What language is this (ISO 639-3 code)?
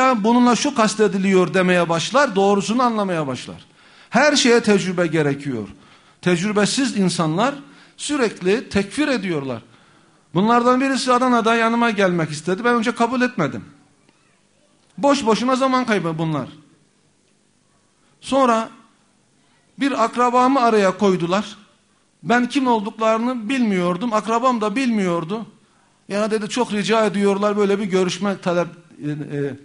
tur